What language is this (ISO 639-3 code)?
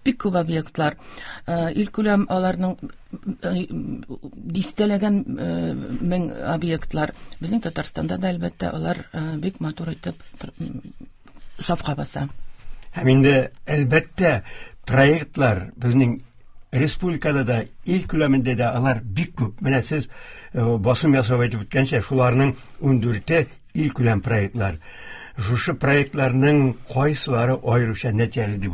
tat